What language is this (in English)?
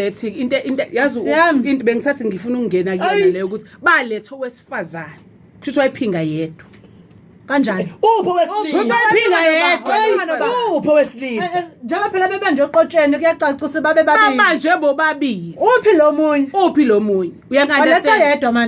Zulu